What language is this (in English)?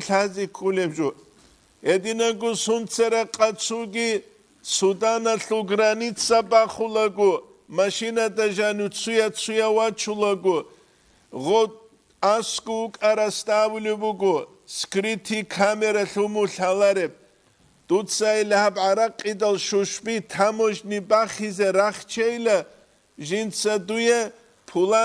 Avaric